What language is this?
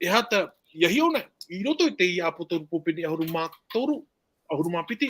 Tahitian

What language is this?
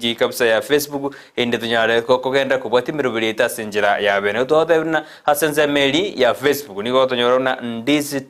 Gusii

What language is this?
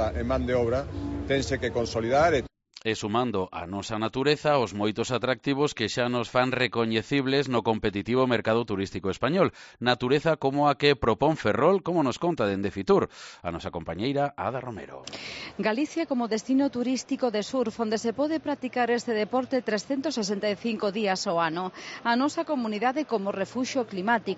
Galician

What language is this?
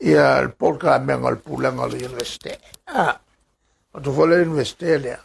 Samoan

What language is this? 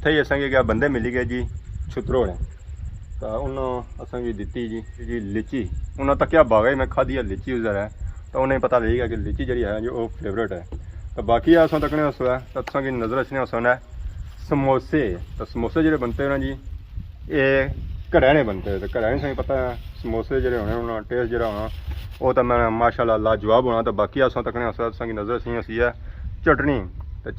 Pahari-Potwari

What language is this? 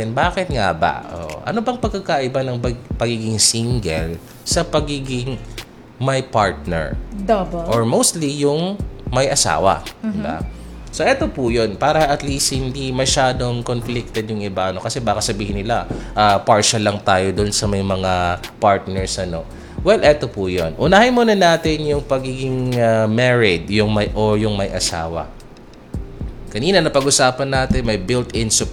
Filipino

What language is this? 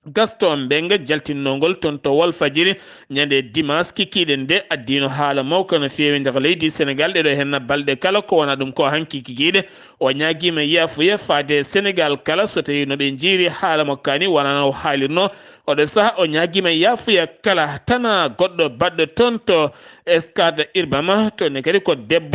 Fula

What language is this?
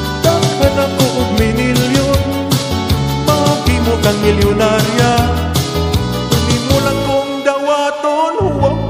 Cebuano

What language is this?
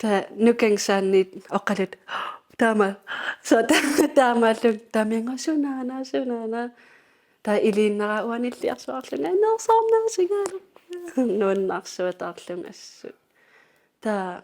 Kalaallisut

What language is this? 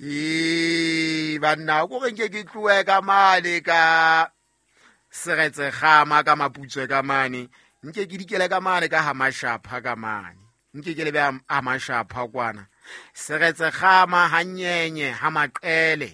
Southern Sotho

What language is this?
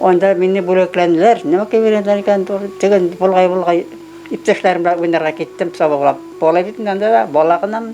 Bashkir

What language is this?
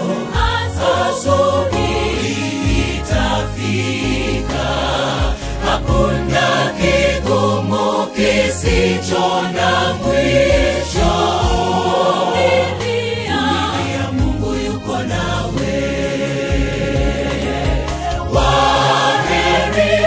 Swahili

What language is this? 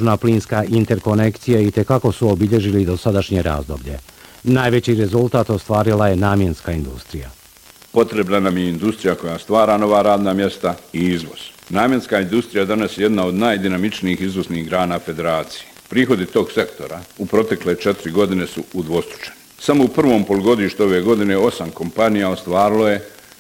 Bosnian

